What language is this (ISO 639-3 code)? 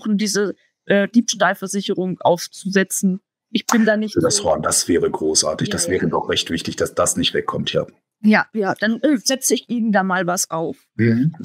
deu